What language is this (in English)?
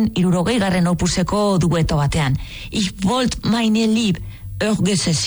Basque